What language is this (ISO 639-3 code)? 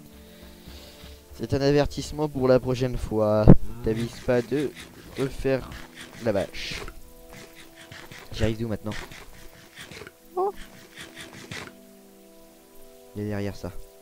fra